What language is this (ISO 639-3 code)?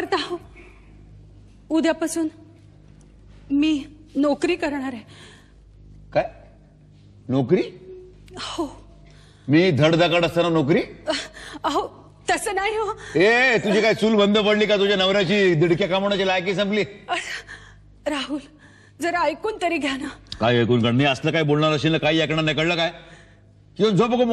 mar